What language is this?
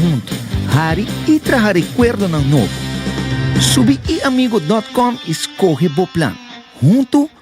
Papiamento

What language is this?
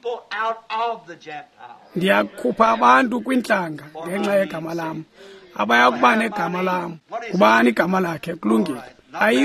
Xhosa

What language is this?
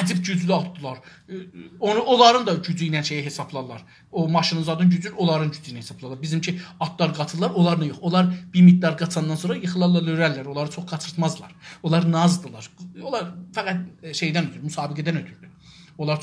South Azerbaijani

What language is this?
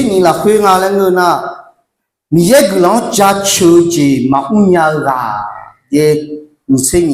Akha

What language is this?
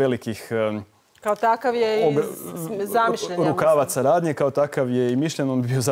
Croatian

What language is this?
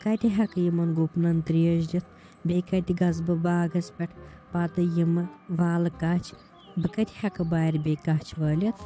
Kashmiri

